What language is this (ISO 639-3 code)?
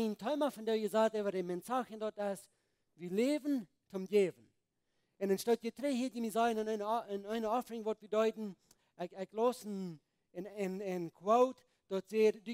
pdt